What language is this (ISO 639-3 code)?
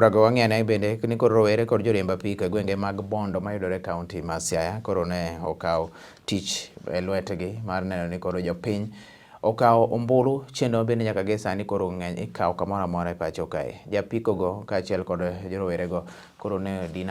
luo